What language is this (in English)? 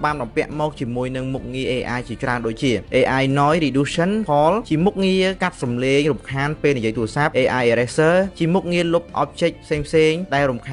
Khmer